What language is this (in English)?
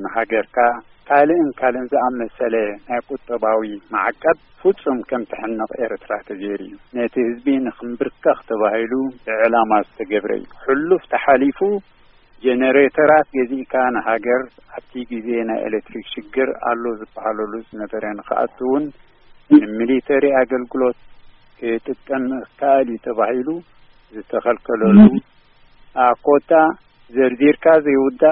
Tigrinya